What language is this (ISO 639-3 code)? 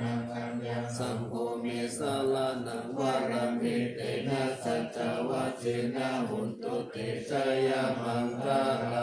pli